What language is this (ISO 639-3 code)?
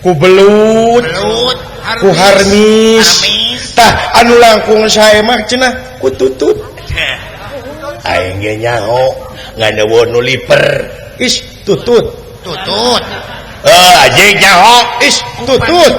sun